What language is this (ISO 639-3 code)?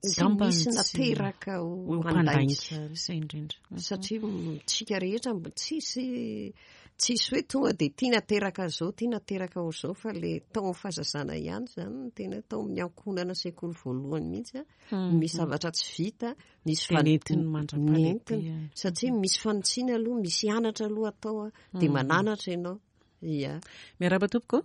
mlg